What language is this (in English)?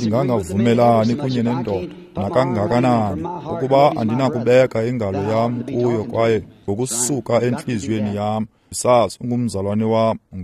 Xhosa